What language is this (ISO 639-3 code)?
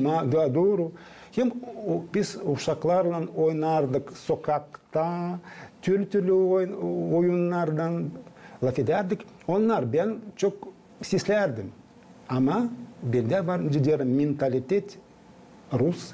gag